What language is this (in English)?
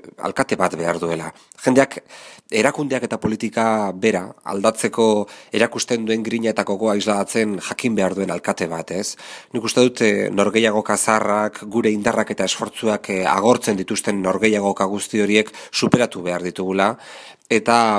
Basque